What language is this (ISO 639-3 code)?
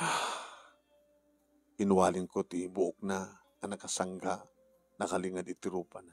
ilo